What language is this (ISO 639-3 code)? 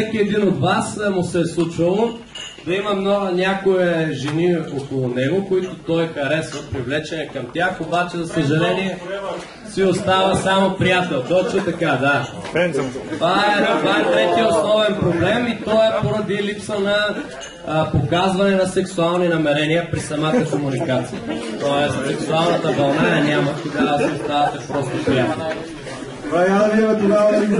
bul